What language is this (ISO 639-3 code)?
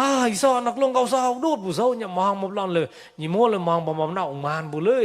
mnw